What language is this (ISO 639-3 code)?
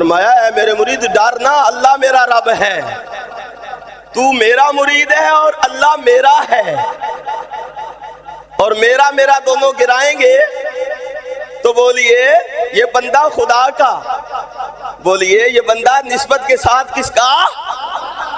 urd